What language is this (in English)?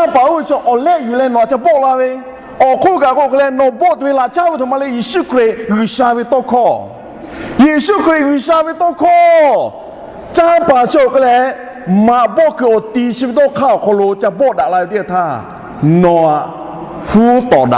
Lahu